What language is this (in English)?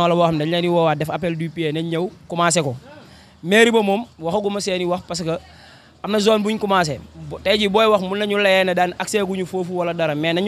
Wolof